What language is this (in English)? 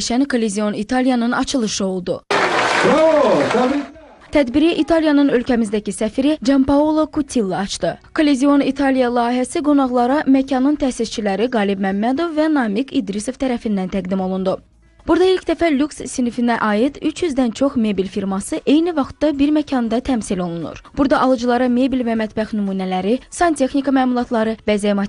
Azerbaijani